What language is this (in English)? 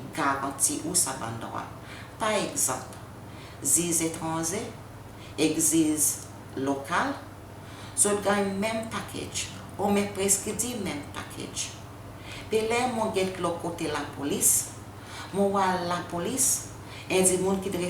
Seselwa Creole French